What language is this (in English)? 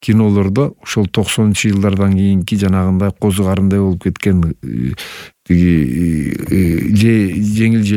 Kyrgyz